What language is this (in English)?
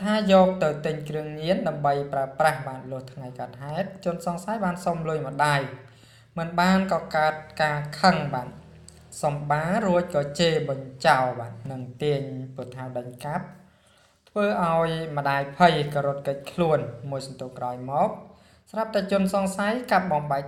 Khmer